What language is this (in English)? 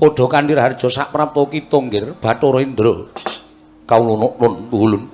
Javanese